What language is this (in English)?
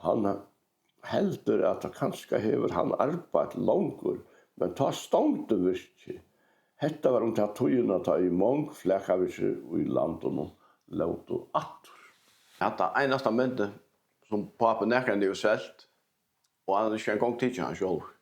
Faroese